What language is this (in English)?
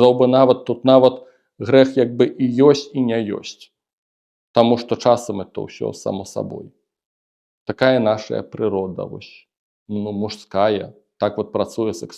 Belarusian